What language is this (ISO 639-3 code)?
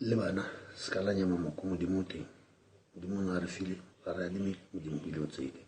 tsn